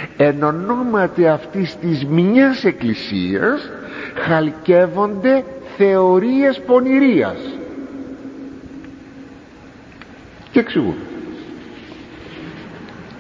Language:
Greek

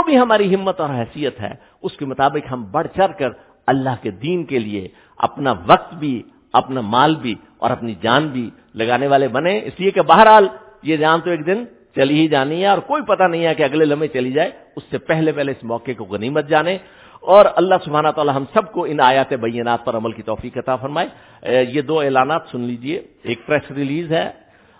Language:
Urdu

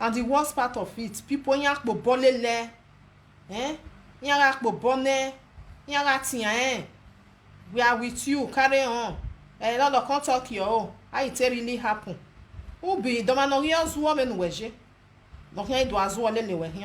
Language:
Nigerian Pidgin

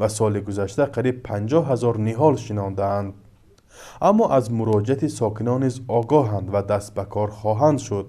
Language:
Tajik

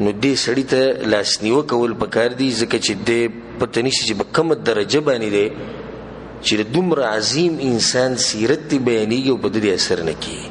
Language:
Pashto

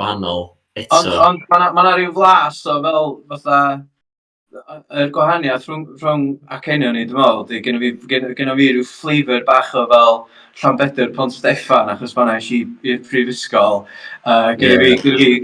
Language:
Welsh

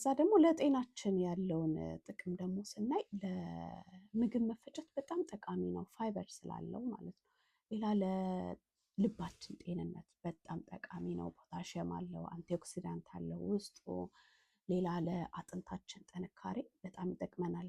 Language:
Amharic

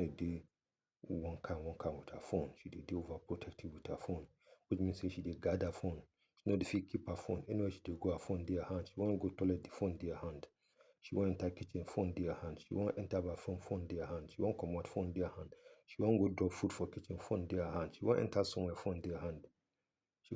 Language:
Nigerian Pidgin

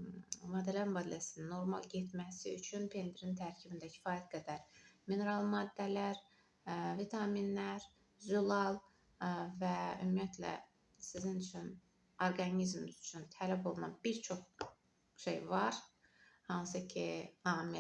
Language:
Azerbaijani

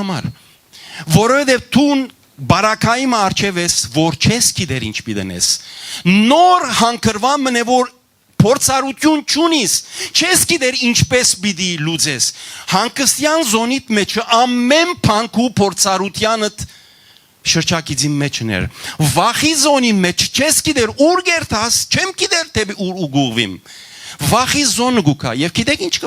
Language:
Western Armenian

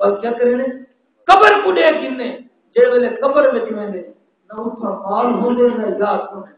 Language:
Saraiki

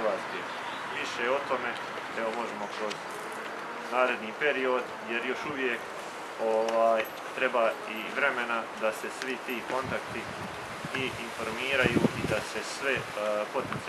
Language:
Croatian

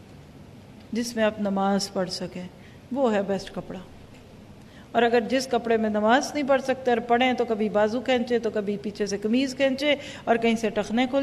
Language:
Urdu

